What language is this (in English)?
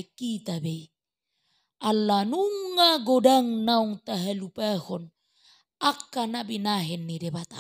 Batak Toba